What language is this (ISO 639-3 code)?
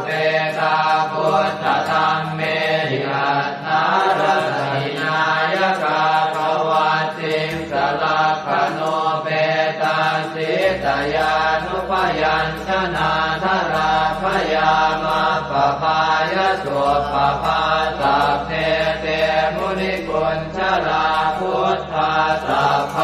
pli